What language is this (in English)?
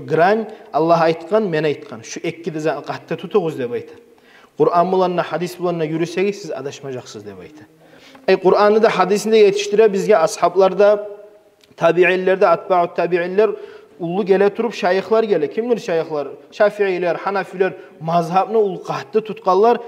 Kumyk